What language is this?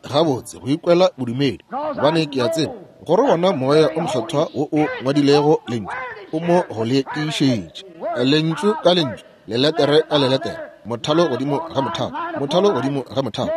Northern Sotho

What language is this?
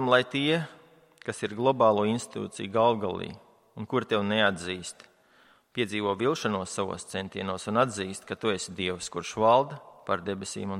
Latvian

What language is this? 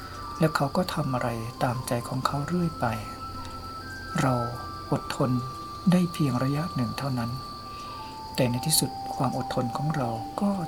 Thai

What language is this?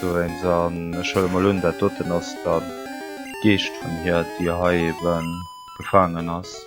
Luxembourgish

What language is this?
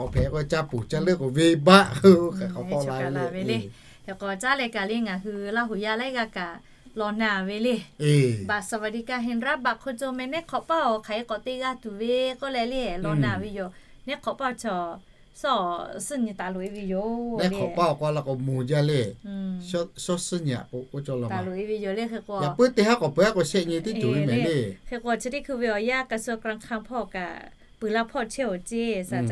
Lahu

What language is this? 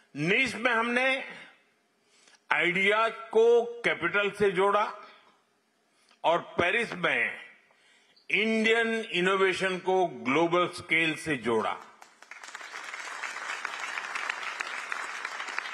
Hindi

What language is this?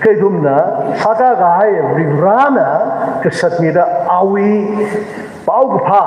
Tangkhul Naga (India)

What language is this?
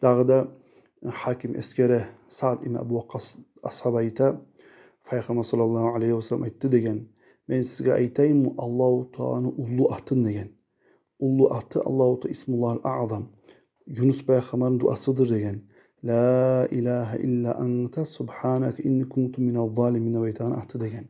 Kumyk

